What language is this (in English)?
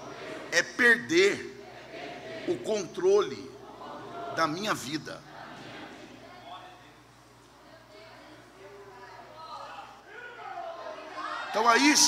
Portuguese